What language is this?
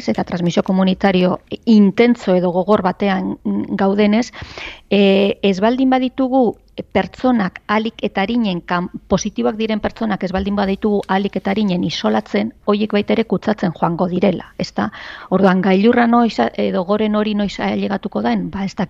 Basque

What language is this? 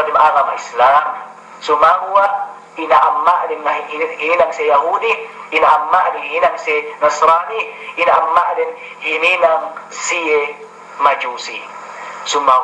Yakan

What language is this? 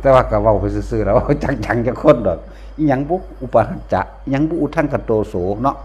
Northeastern Thai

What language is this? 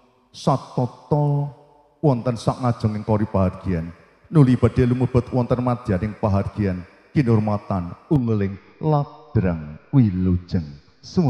Javanese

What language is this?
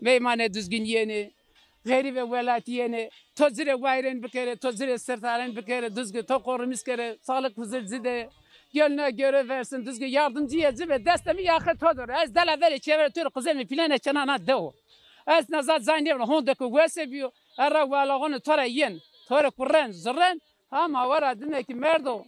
Zaza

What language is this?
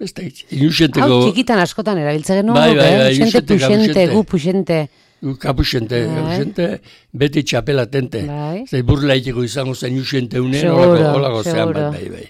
Basque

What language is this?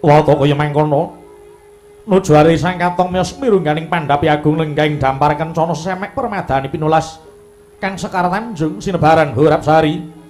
Javanese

